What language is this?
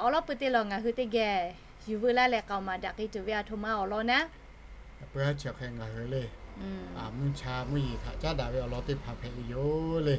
Lahu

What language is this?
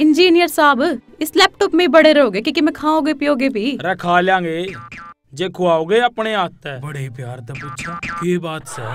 Haryanvi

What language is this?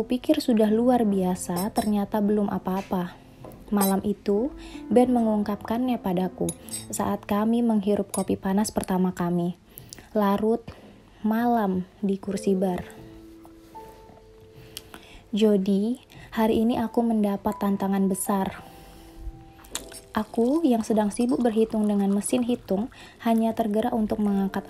Indonesian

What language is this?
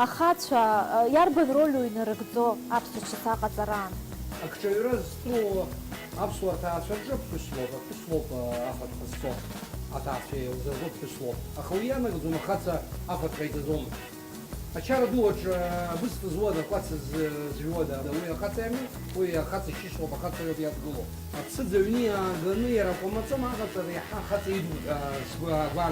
Abkhazian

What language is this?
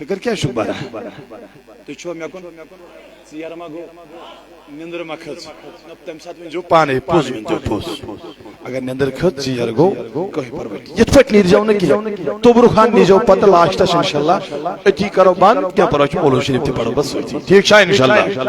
Kashmiri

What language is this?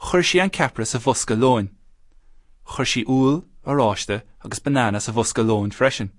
Irish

